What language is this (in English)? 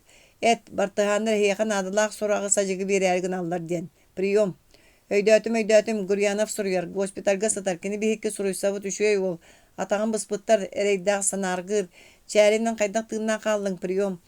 Yakut